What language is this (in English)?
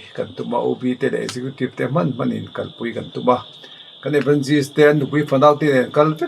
Mizo